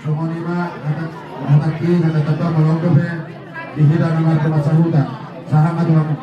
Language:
Batak Toba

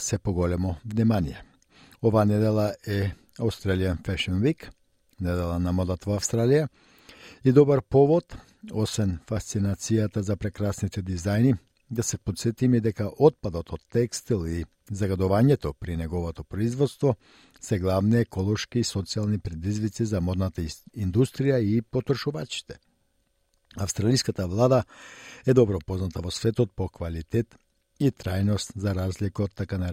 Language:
Macedonian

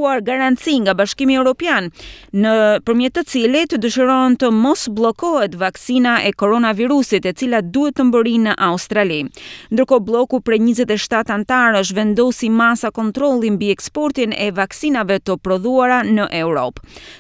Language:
Albanian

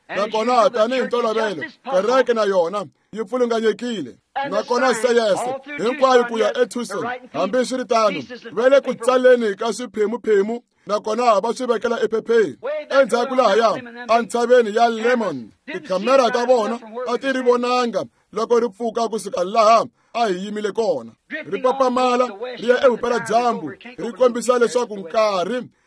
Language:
Tsonga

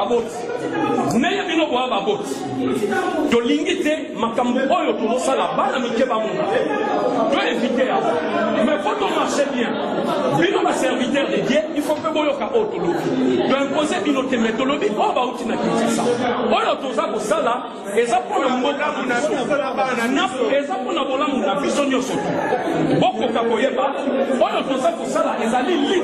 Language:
Lingala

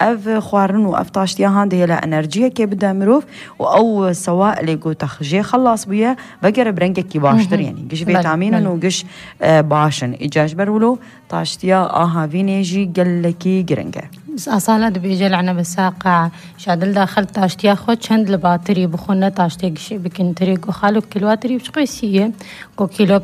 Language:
North Levantine Arabic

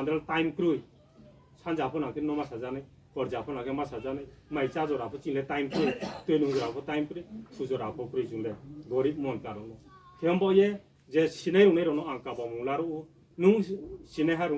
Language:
Riang (India)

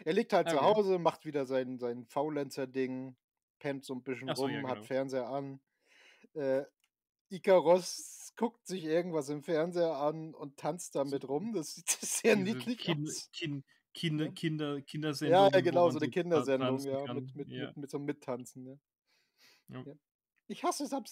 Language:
German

